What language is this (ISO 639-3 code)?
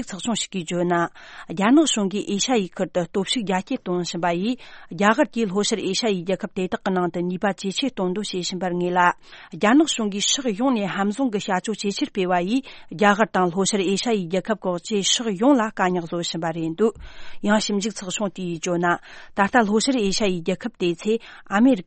bod